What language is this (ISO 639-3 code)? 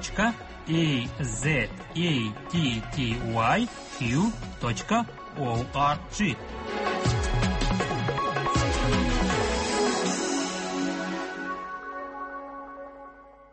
kaz